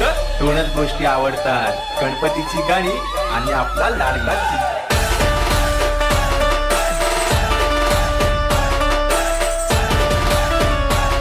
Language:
Marathi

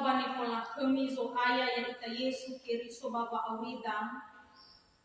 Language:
Nias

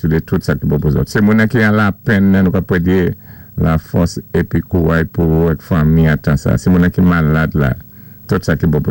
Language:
Saint Lucian Creole French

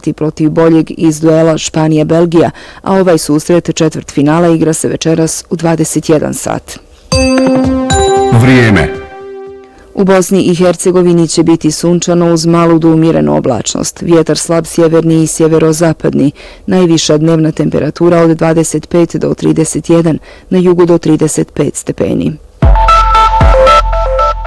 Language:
Bosnian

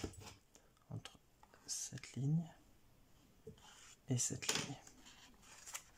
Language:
French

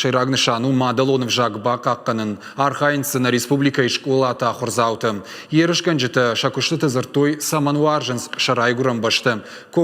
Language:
Ossetic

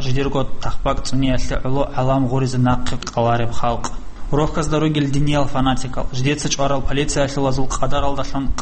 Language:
Avaric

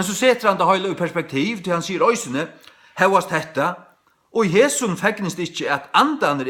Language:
Faroese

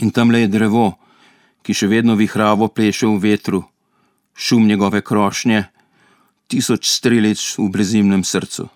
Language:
Slovenian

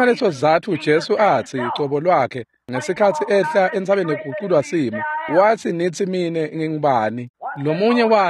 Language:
Swati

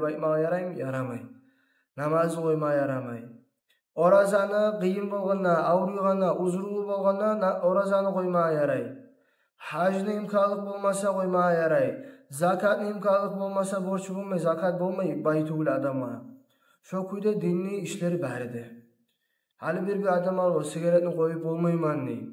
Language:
Kumyk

